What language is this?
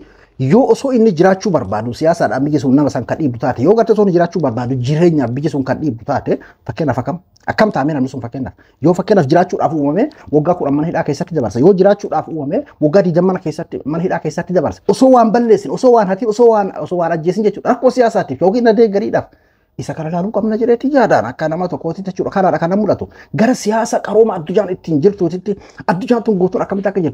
Oromo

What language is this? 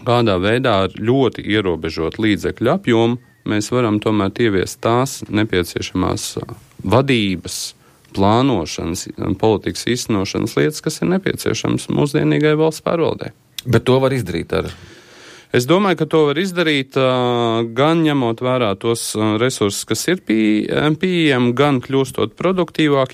Latvian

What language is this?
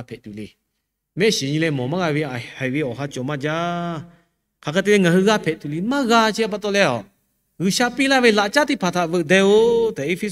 Lahu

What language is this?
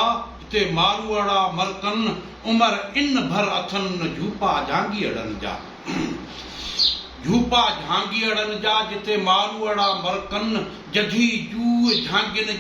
Sindhi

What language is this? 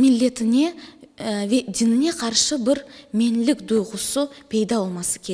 Crimean Tatar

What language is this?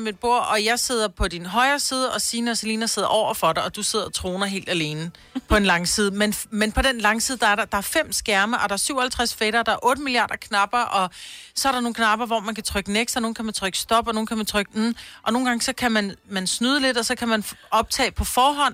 Danish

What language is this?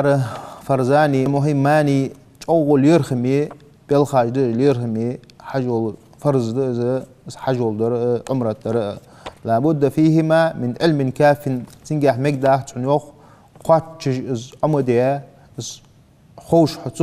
Ingush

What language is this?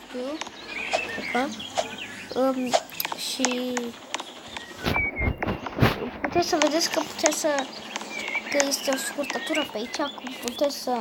Romanian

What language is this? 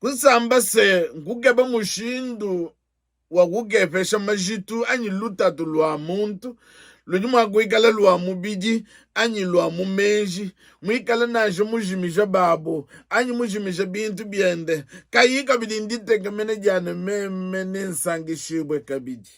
Luba-Lulua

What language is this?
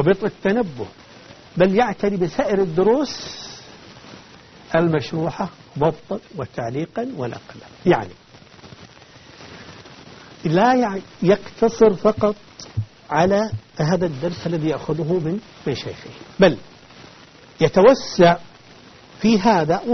Arabic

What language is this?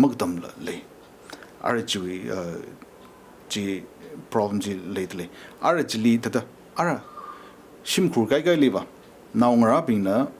Tangkhul Naga (India)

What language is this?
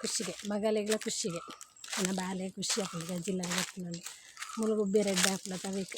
Tulu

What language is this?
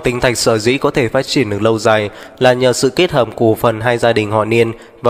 Vietnamese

